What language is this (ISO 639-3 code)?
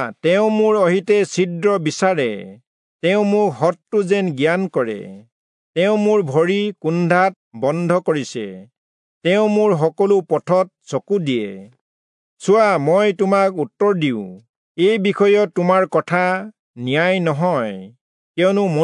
asm